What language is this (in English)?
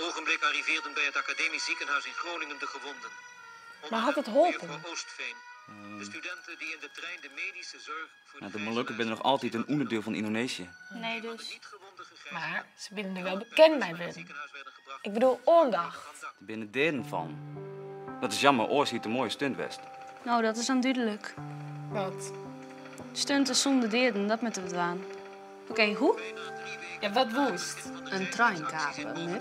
Western Frisian